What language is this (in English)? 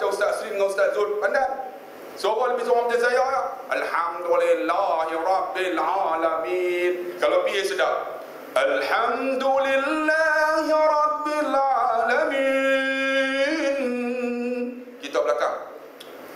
Malay